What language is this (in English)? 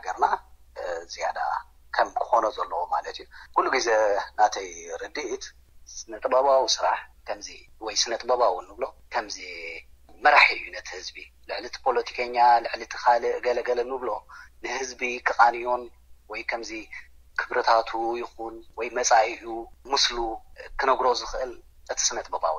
Tigrinya